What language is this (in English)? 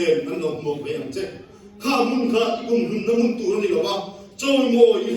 Mizo